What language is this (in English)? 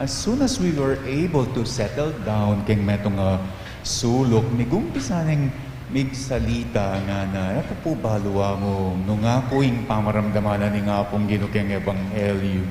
Pampanga